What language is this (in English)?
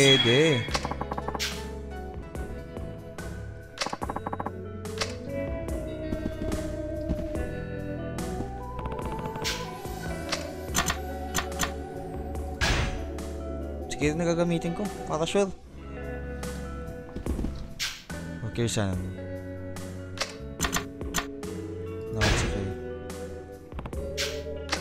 Filipino